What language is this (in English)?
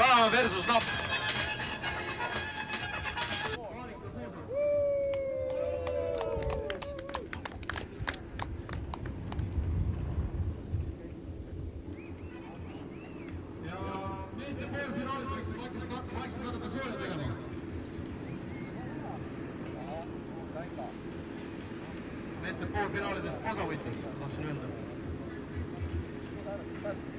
Estonian